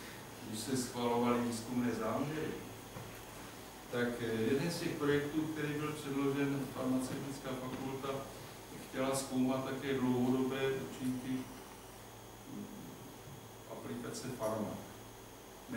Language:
Czech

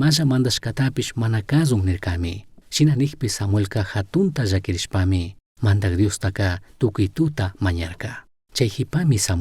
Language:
Chimborazo Highland Quichua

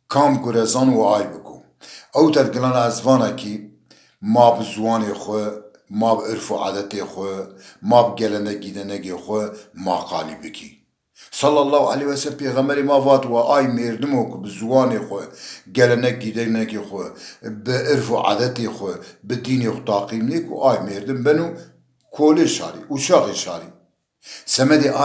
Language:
Zaza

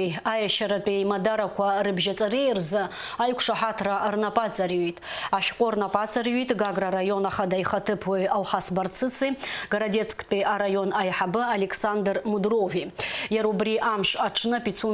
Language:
Abkhazian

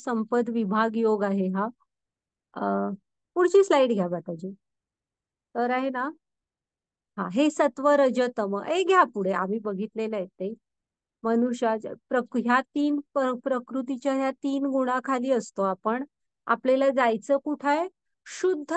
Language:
Marathi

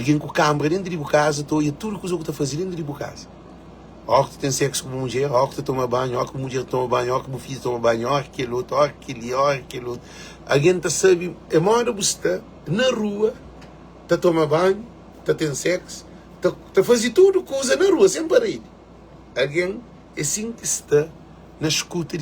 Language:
Kabuverdianu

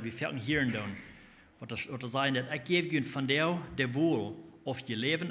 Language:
Plautdietsch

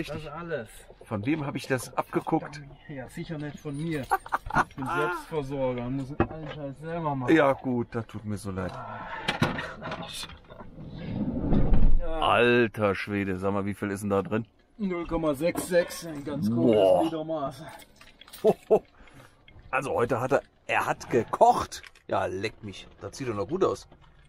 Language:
German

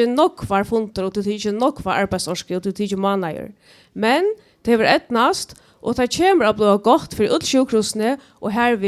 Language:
Faroese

